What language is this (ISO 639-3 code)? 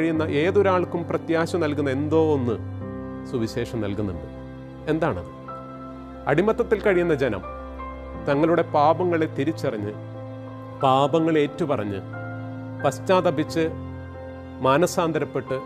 mal